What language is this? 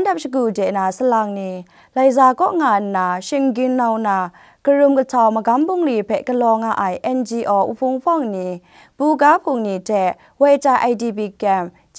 Kachin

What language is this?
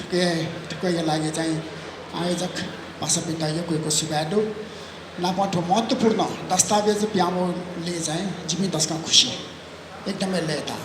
Newari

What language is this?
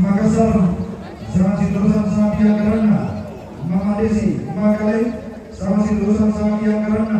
Toraja-Sa'dan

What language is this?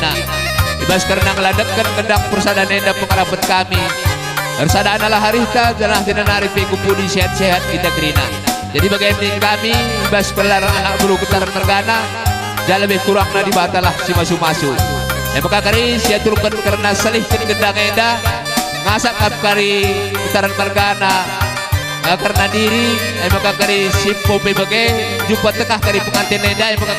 Batak Karo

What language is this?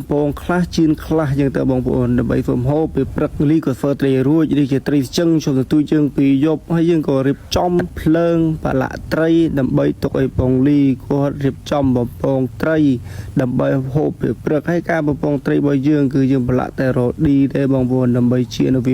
Khmer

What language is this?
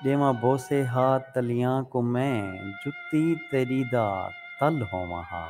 Saraiki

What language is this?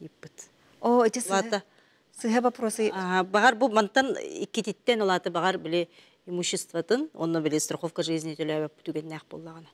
Yakut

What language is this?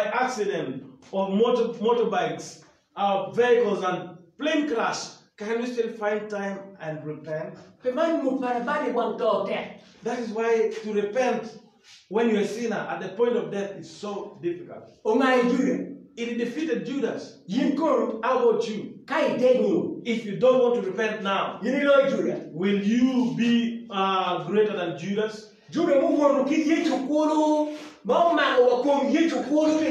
Acoli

